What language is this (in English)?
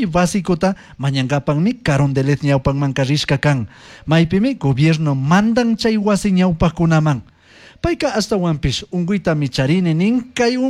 Chimborazo Highland Quichua